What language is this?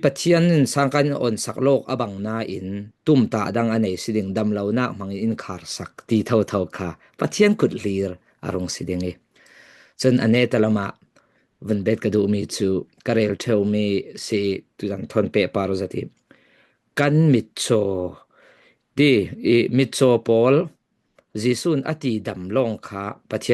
Falam Chin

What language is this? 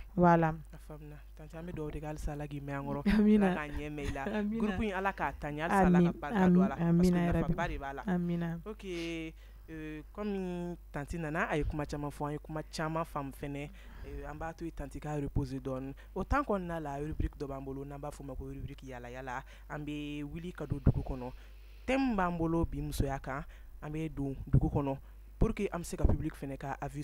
Bambara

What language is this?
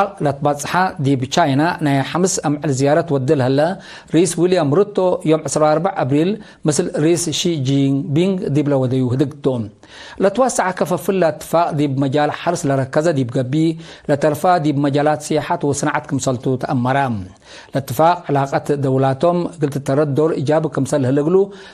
Tigre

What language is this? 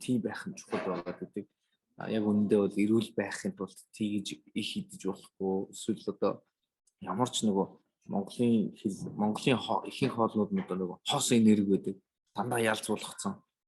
Mongolian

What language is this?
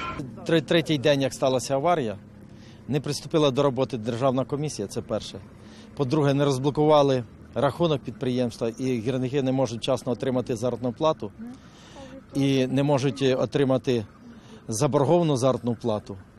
Ukrainian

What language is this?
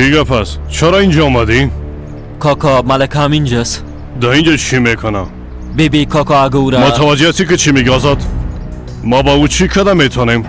Persian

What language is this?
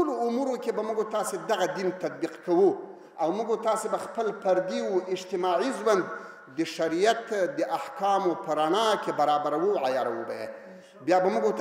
Pashto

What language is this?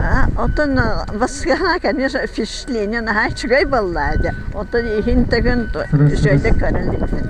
Yakut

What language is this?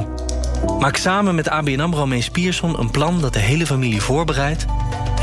Dutch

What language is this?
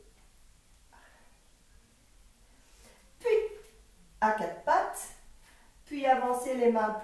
French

